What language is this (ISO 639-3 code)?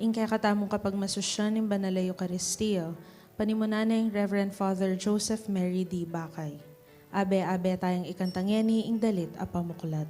pam